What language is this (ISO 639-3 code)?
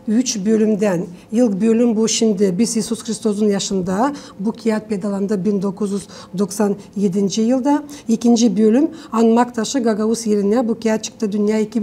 gag